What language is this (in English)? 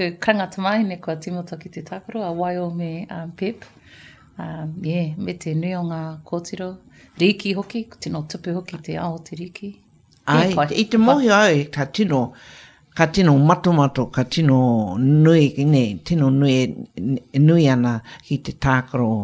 Māori